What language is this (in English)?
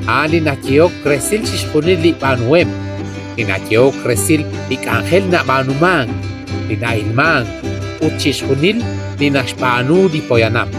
Kekchí